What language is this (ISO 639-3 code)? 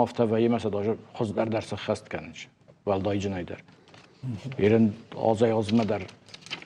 oss